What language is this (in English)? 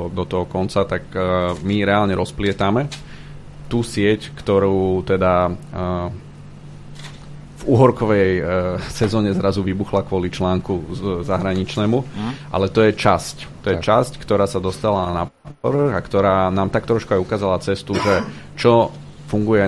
Slovak